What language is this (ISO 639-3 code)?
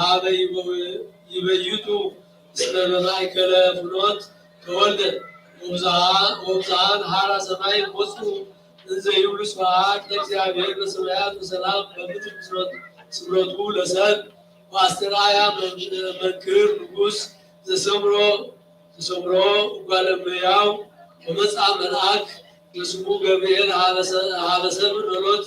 gez